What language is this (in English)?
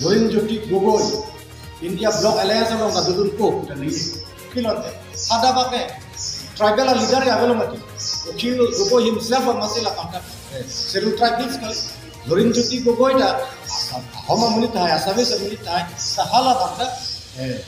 Karbi